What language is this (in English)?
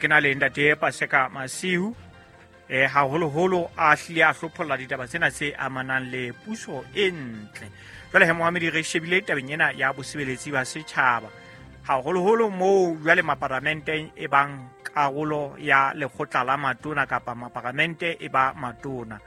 Southern Sotho